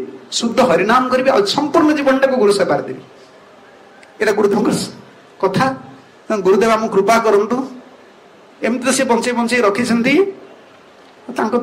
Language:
Odia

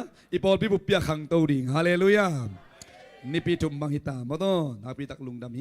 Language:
Tedim Chin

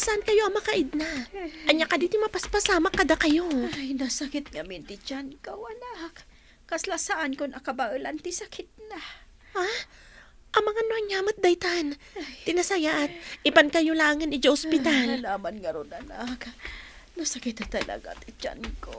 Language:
Iloko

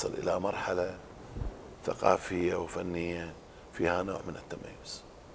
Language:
Mesopotamian Arabic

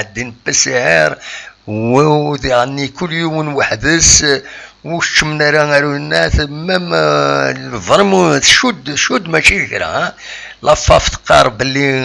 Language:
Kabyle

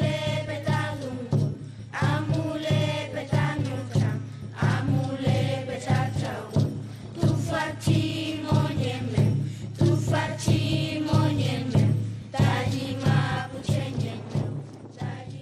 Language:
Mapuche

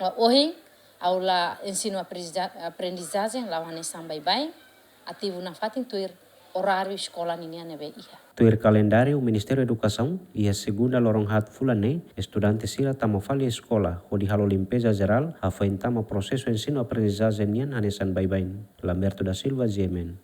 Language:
Tetum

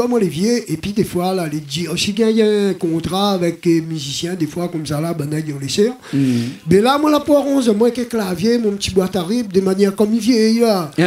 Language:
Réunion Creole French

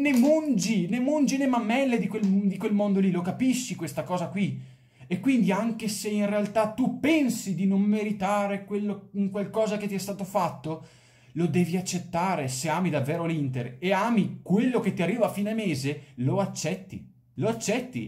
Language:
Italian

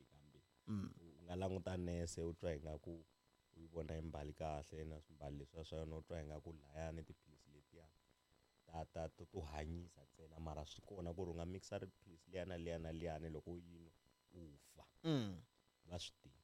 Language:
Tsonga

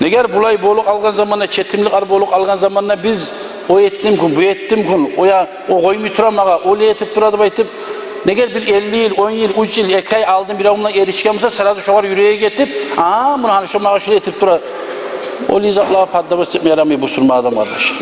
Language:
Kumyk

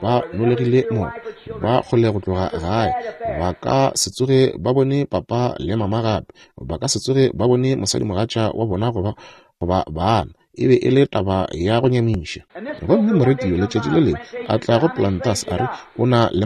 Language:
Northern Sotho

